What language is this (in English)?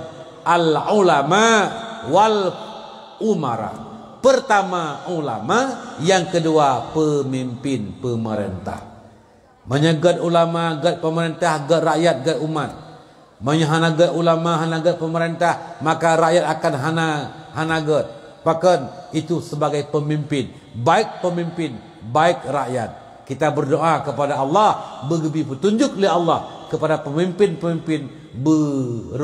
Achinese